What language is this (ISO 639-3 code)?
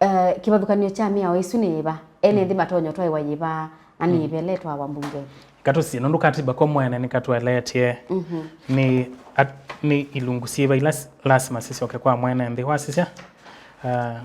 kam